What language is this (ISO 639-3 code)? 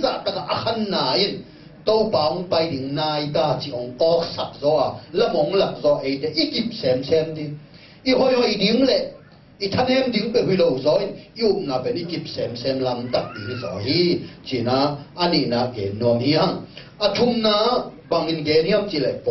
ctd